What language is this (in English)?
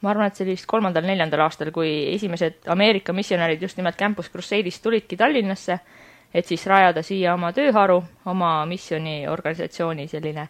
Estonian